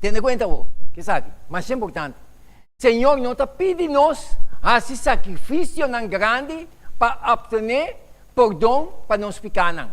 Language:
Papiamento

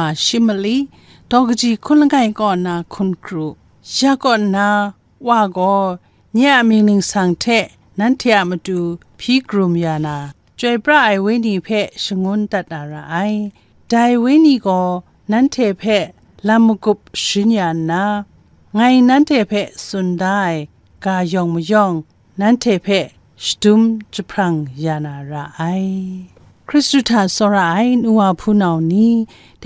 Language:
Kachin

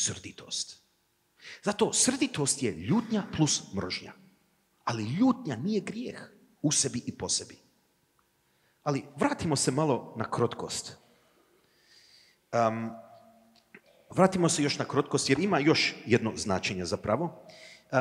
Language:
Croatian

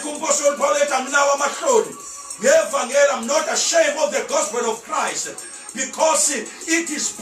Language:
Zulu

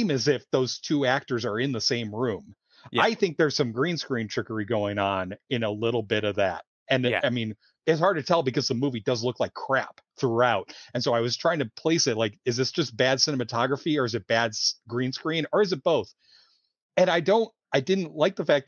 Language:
English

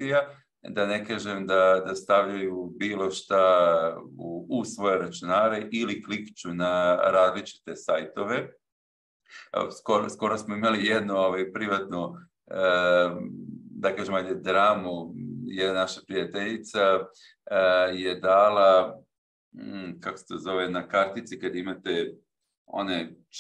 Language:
Serbian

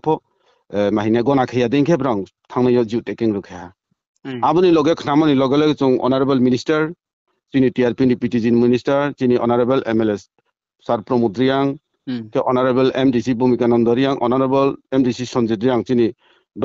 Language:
Riang (India)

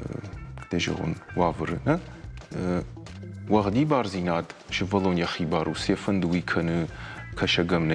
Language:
Ossetic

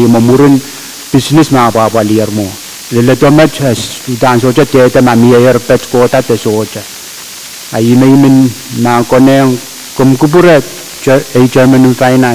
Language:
Pohnpeian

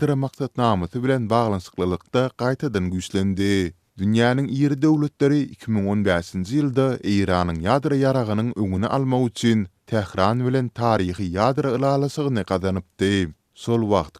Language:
Turkmen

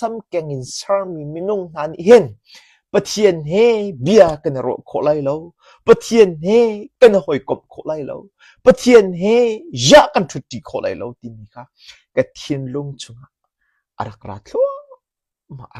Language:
Hakha Chin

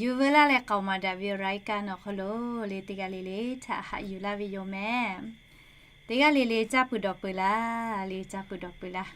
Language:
Lahu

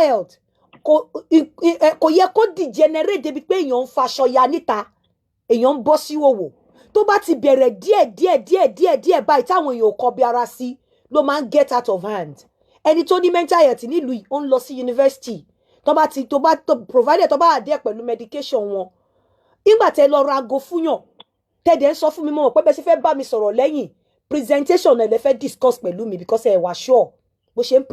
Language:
Yoruba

